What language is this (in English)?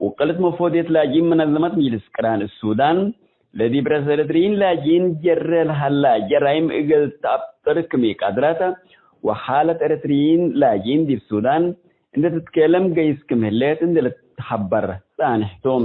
Tigre